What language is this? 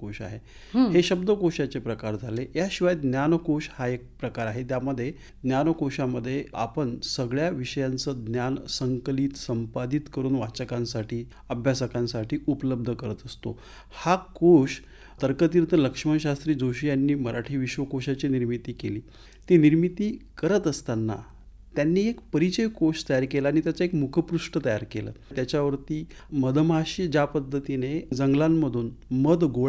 Marathi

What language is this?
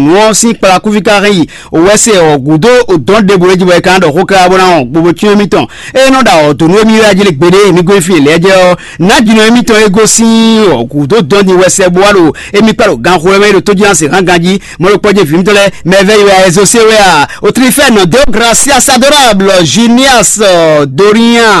Fon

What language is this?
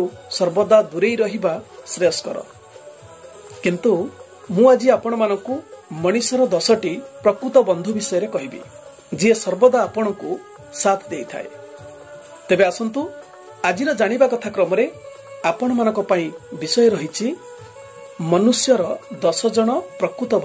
Odia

